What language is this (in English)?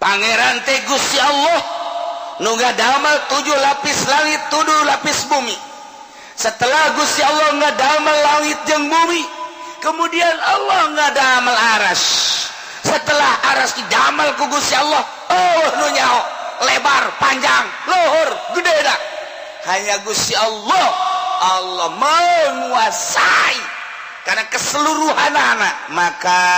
Sundanese